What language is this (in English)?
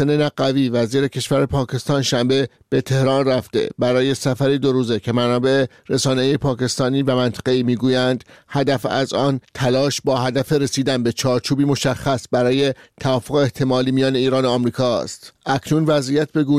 Persian